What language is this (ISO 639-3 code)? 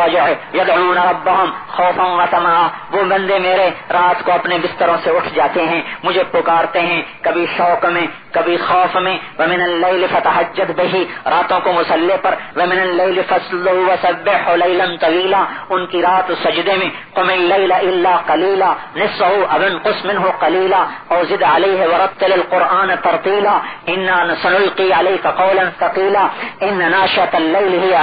urd